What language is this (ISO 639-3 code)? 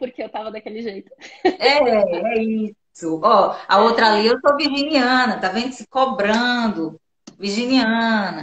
por